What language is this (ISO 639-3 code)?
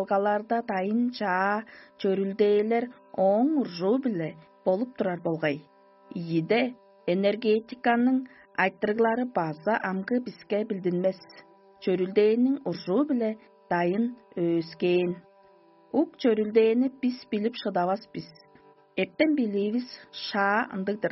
tyv